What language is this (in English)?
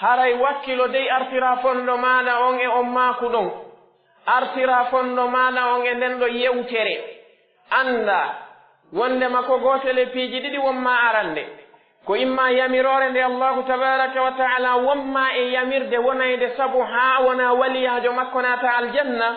Pular